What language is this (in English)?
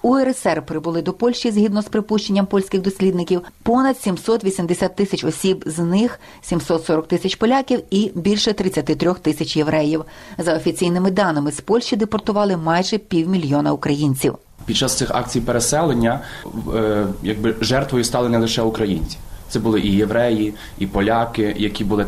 Ukrainian